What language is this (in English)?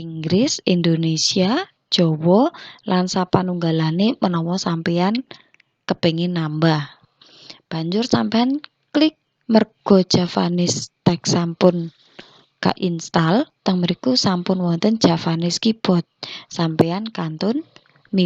Javanese